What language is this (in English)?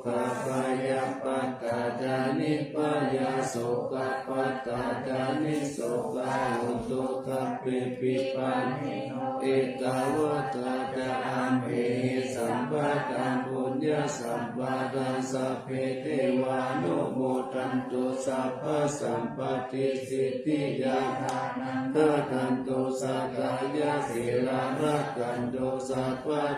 Pali